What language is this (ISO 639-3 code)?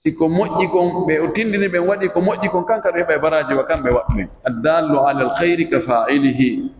fuf